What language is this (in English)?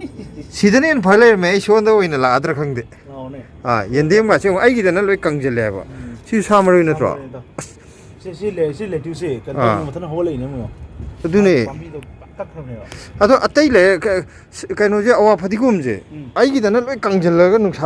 Manipuri